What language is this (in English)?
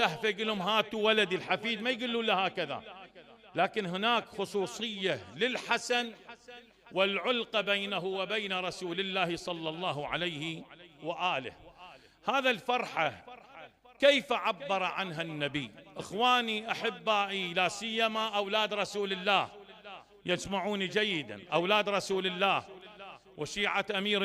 Mesopotamian Arabic